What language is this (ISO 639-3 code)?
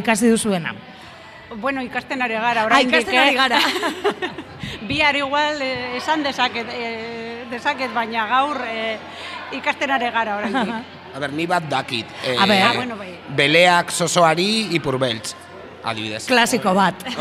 eus